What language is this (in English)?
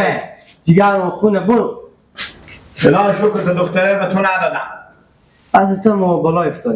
Persian